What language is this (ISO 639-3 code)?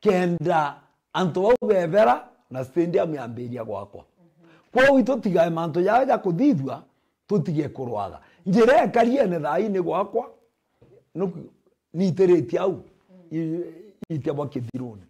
mer